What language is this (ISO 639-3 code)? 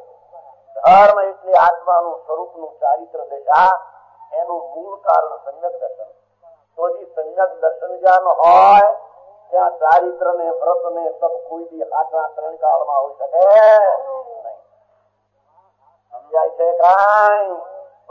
guj